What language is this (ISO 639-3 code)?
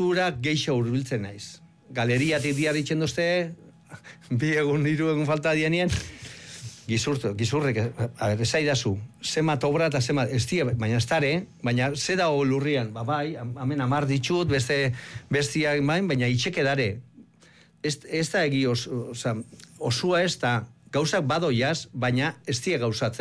eus